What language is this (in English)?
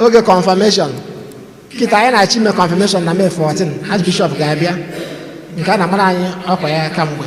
Igbo